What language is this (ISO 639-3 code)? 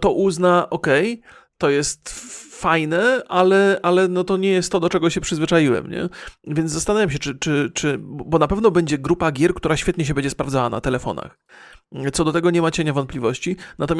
pol